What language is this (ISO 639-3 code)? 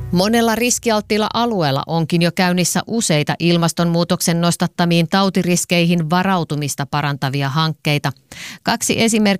fin